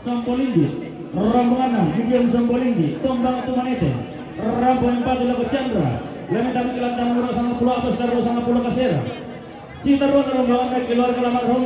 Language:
Toraja-Sa'dan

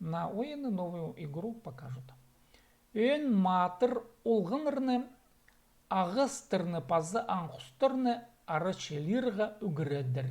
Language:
Khakas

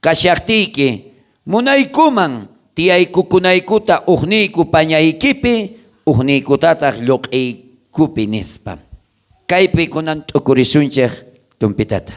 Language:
South Bolivian Quechua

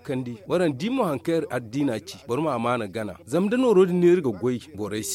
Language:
Zarma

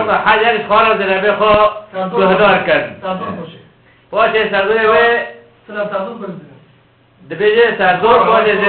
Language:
Kurdish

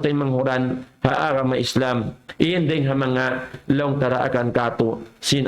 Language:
Tausug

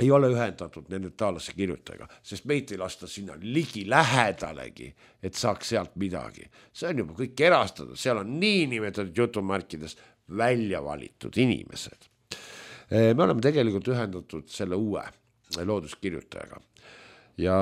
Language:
Estonian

